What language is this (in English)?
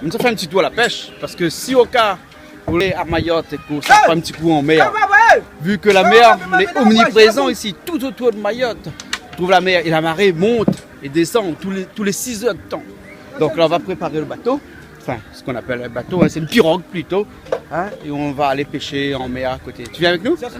Réunion Creole French